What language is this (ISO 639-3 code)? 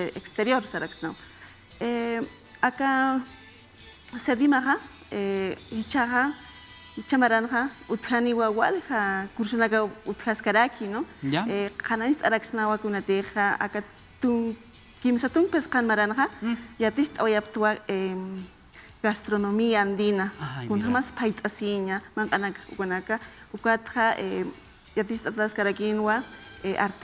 aym